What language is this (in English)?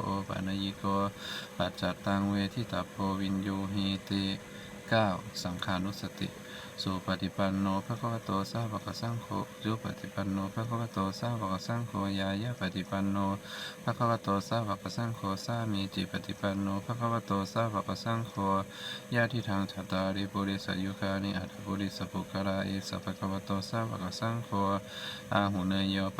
Pali